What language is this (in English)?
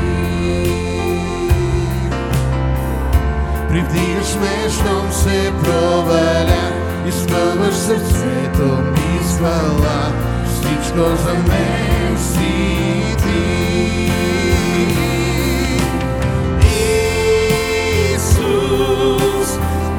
Bulgarian